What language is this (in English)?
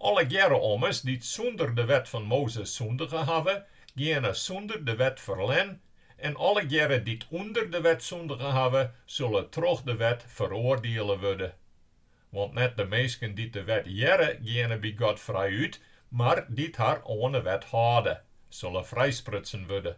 Western Frisian